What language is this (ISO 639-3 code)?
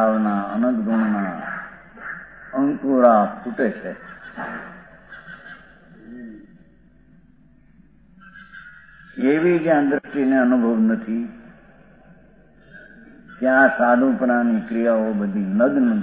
guj